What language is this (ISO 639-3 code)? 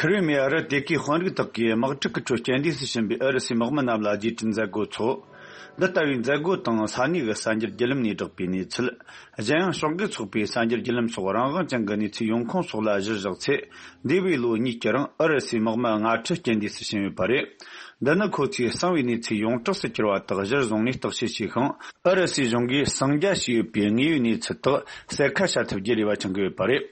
bod